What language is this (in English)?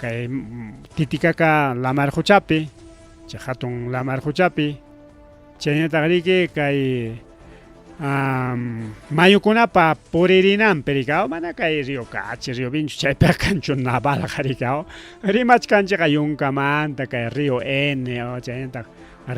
Ayacucho Quechua